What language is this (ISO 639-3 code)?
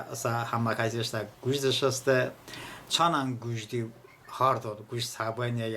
tly